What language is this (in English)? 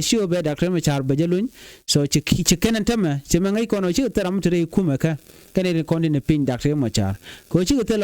Nuer